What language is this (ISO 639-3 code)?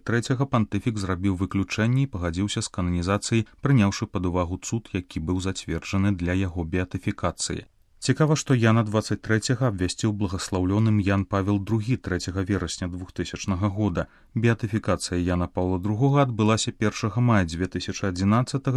bel